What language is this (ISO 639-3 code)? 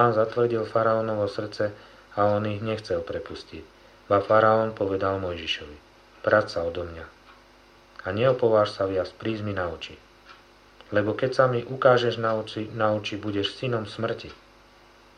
slk